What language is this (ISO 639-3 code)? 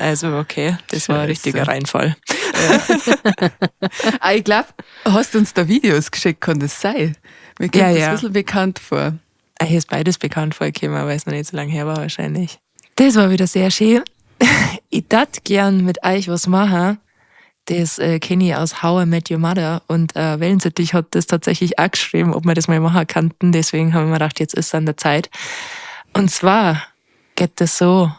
bar